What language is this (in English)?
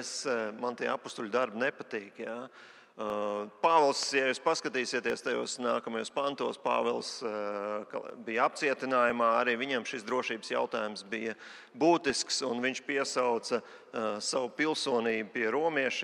Latvian